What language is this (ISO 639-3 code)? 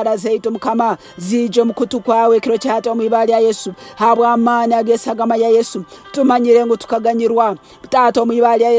nyn